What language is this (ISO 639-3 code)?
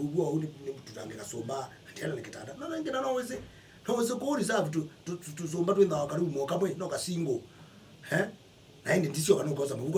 kam